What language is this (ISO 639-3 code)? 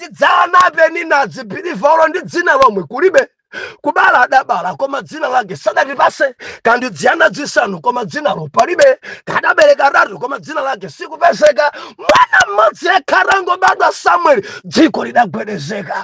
nya